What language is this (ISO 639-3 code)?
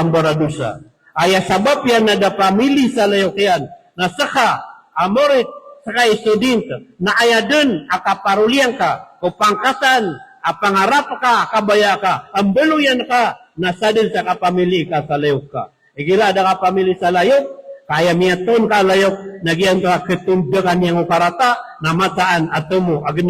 mrw